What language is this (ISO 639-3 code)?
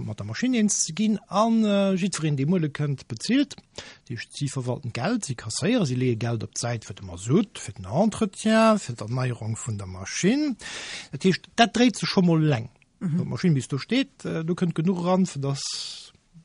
ltz